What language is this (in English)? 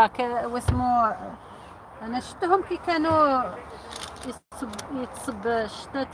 Algerian Arabic